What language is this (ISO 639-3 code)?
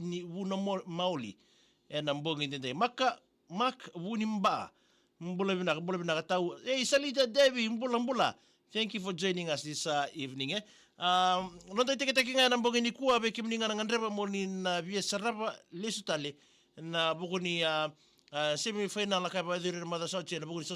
fij